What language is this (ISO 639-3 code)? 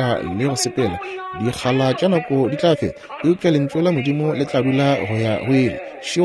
nso